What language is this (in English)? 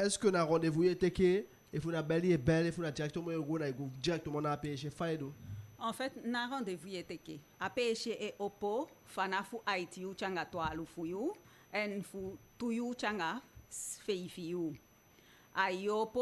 Eastern Maroon Creole